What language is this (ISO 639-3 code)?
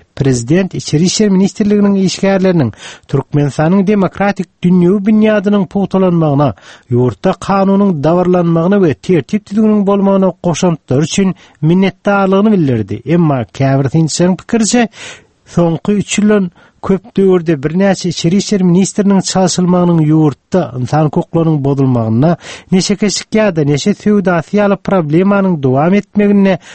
tuk